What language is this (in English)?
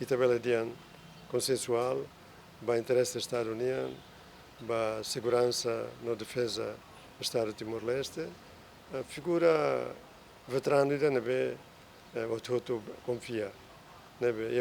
Tetum